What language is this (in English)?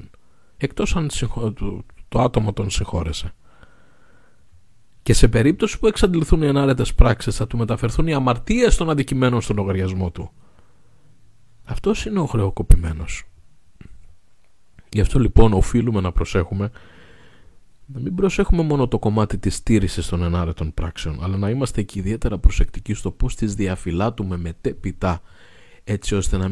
Greek